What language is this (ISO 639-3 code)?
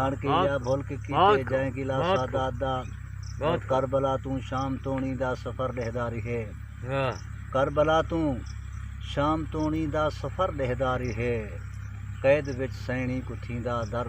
skr